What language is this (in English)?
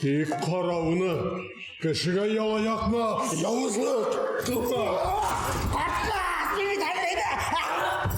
Bashkir